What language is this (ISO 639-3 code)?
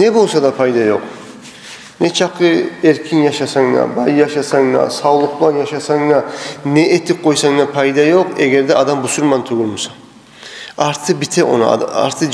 kum